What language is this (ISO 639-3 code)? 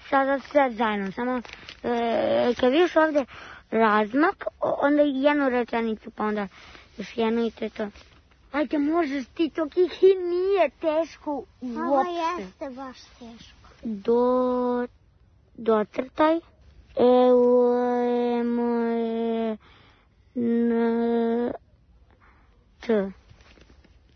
srp